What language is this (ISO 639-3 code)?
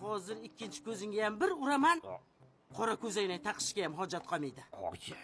uzb